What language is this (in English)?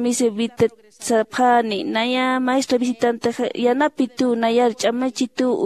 Aymara